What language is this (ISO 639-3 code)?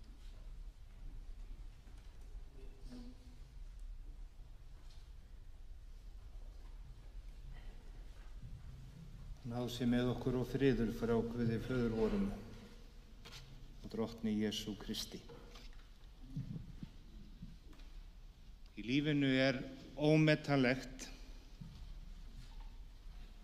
isl